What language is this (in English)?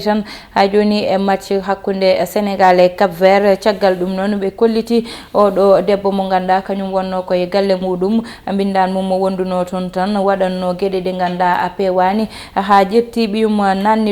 Fula